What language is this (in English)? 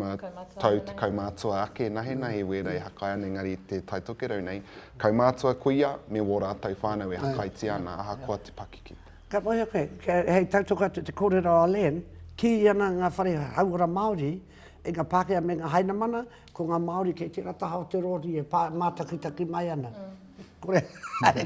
Māori